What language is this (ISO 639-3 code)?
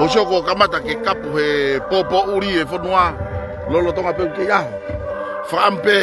ton